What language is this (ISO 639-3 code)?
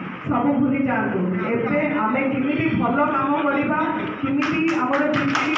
ori